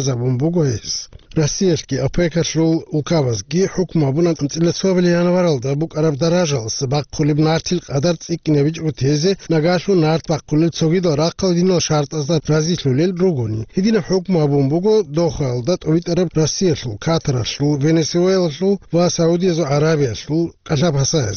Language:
Avaric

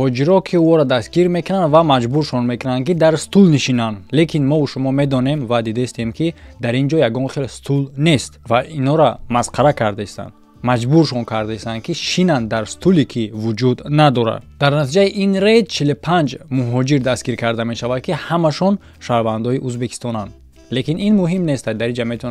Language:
Tajik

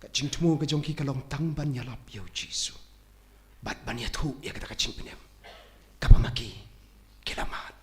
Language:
Khasi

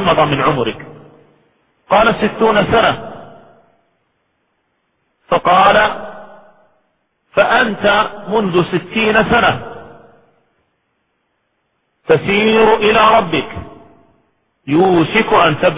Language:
Arabic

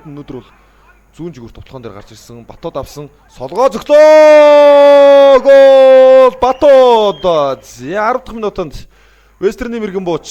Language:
Mongolian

